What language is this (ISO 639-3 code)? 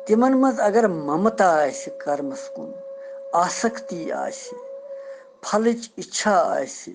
kas